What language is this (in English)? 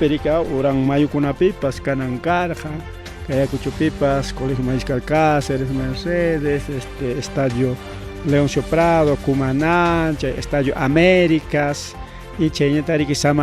Ayacucho Quechua